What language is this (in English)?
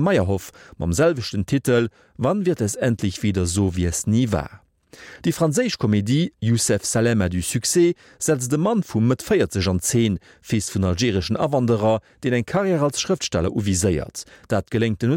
Luxembourgish